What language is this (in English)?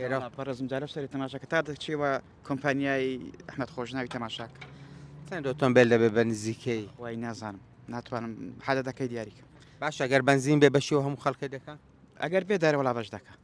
Central Kurdish